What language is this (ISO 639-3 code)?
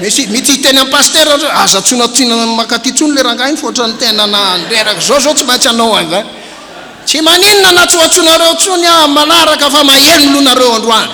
mlg